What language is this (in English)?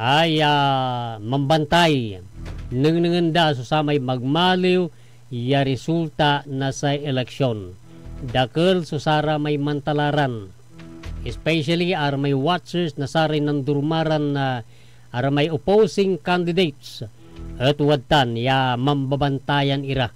Pangasinan